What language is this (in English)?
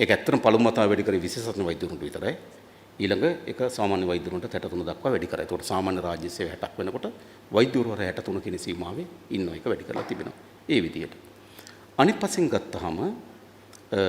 Sinhala